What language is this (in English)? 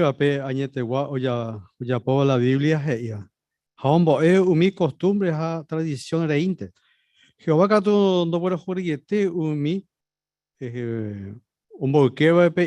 Guarani